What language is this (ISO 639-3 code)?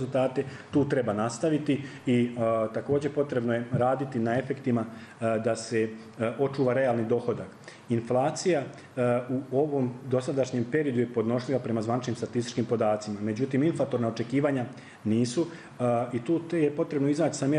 hrv